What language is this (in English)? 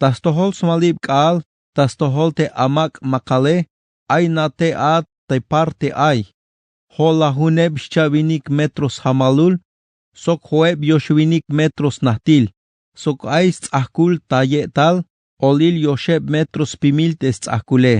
Tzeltal